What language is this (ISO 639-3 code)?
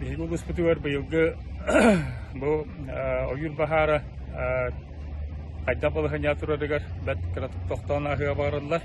sah